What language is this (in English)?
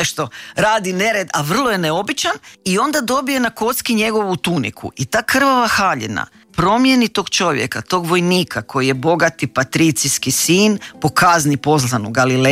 Croatian